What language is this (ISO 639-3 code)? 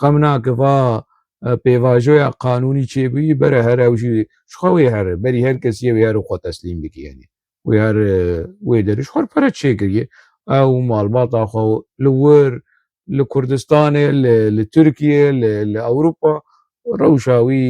kur